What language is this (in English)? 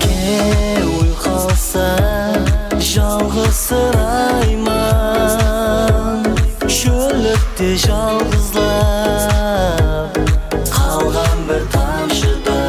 Kara-Kalpak